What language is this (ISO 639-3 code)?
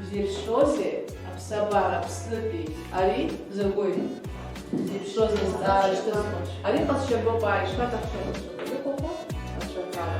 abk